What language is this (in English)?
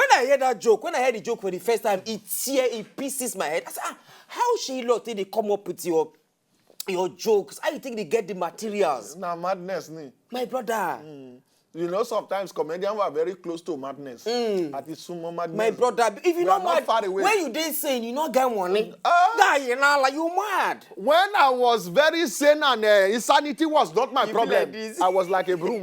Nigerian Pidgin